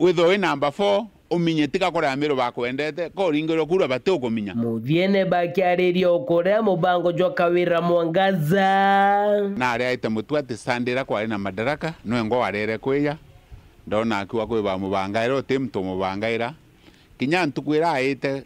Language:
Meru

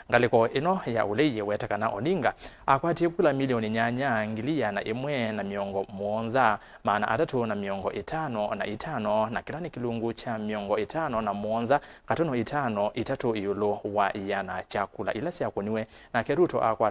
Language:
Kamba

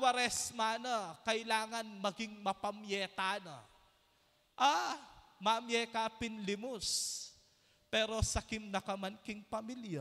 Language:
Pampanga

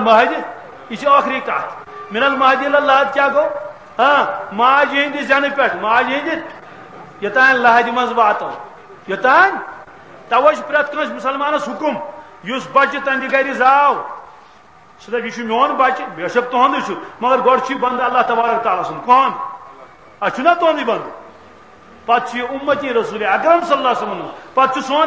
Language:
Kashmiri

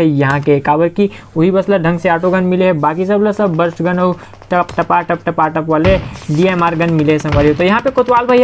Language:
Chhattisgarhi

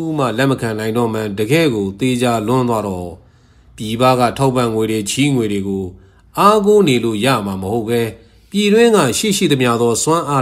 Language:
Burmese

